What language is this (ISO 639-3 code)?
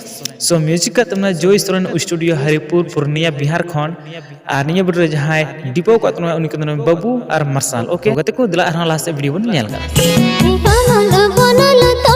sat